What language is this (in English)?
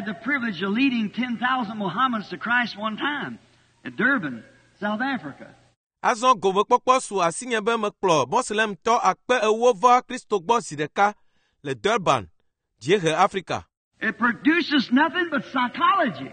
Ewe